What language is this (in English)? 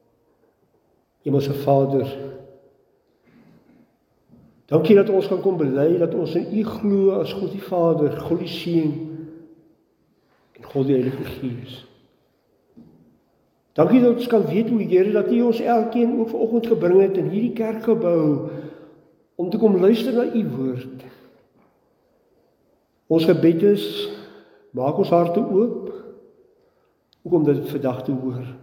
Afrikaans